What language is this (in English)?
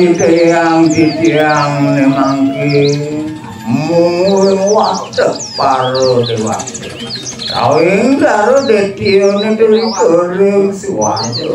Balinese